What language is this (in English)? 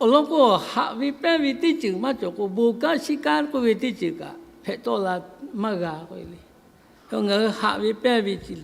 Lahu